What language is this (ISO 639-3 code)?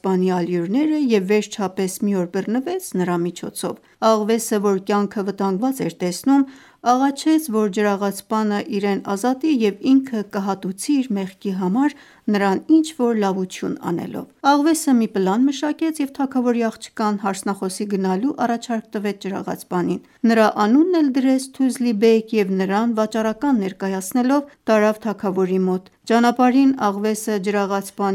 hye